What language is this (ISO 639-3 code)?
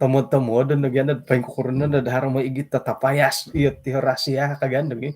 dtp